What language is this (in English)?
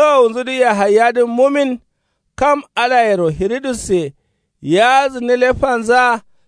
Kanuri